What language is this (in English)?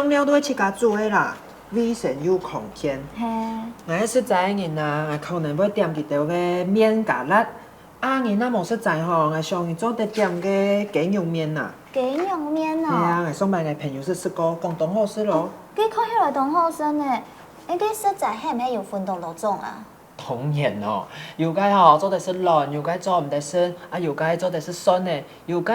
Hakka Chinese